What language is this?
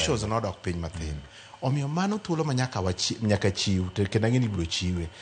Luo (Kenya and Tanzania)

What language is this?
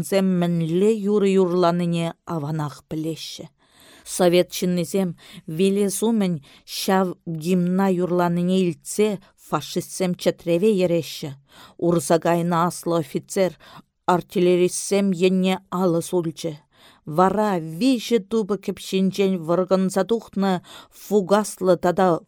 Chuvash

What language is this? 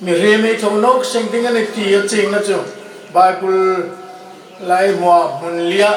Hmar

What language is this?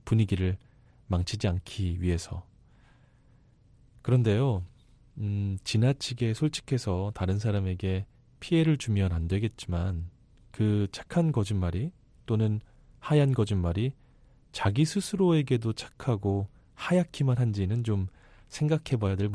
Korean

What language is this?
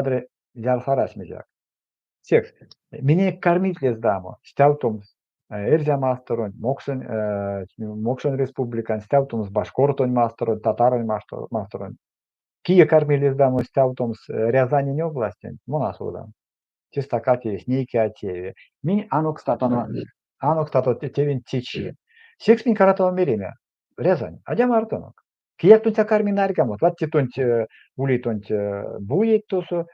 Erzya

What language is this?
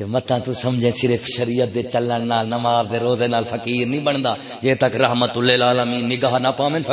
Saraiki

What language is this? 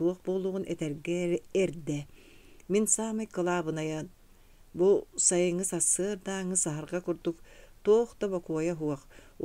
Yakut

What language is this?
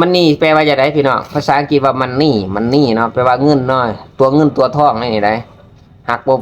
Lao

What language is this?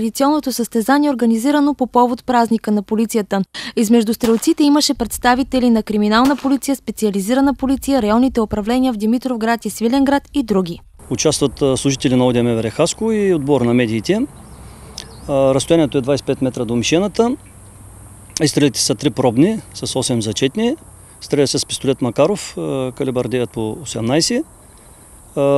Bulgarian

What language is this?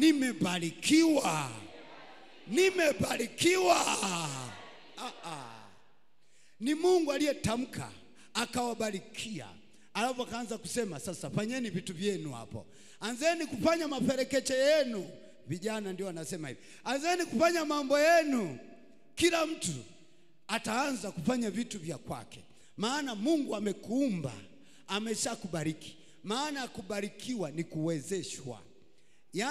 Swahili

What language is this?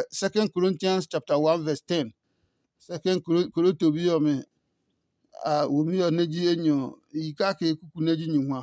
Adangme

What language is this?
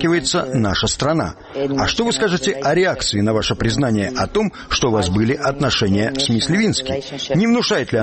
Russian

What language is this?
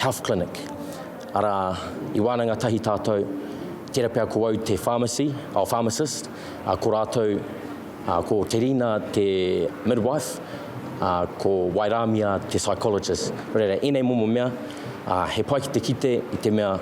Māori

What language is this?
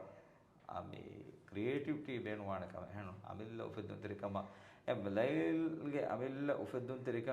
Divehi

